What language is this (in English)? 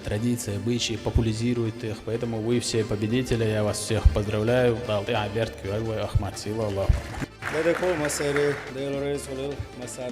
Chechen